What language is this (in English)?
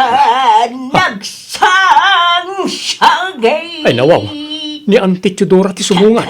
Iloko